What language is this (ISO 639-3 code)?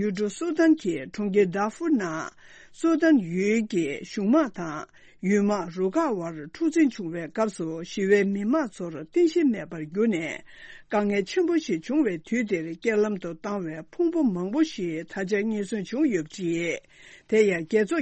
bod